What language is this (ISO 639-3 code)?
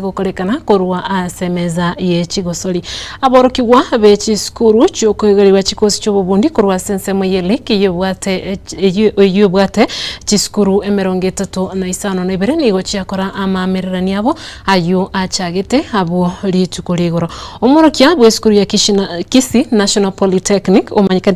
guz